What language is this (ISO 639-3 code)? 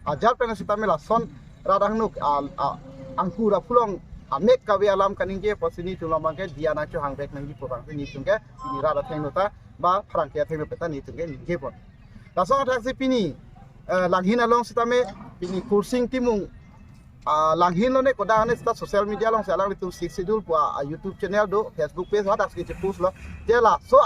mjw